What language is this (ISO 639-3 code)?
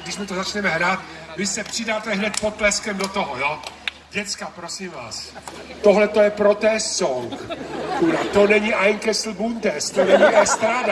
ces